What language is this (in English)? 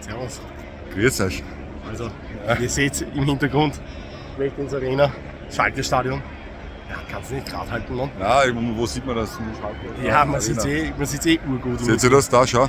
Bavarian